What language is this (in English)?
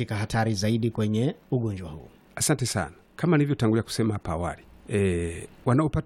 Swahili